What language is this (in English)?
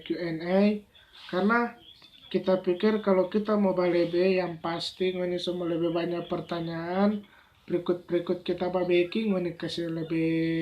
Manado Malay